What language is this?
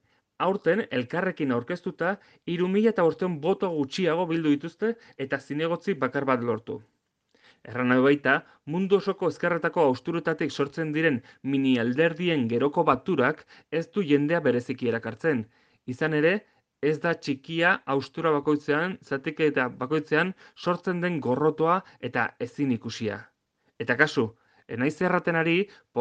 Basque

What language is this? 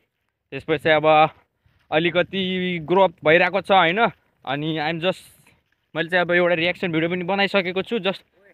Nepali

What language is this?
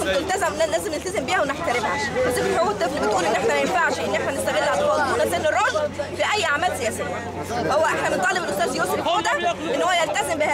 Egyptian Arabic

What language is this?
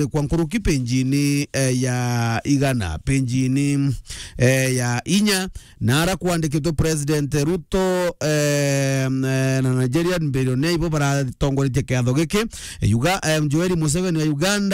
Meru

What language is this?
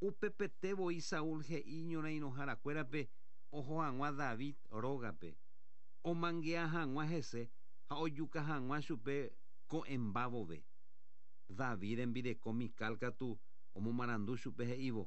Guarani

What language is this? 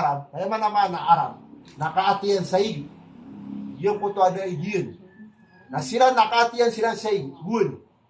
Maranao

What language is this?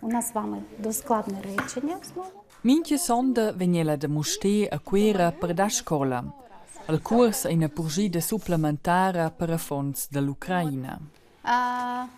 Romansh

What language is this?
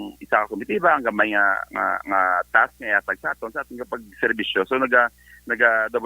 Hiligaynon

